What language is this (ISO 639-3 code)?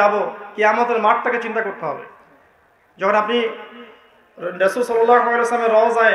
ben